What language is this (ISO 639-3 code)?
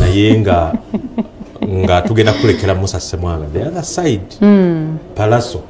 lug